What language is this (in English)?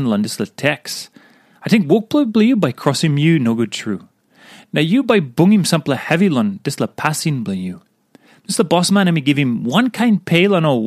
Tok Pisin